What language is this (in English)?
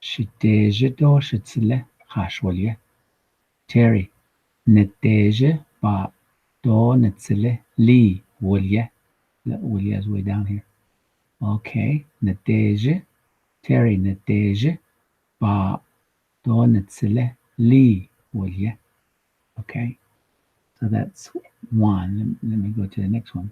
Navajo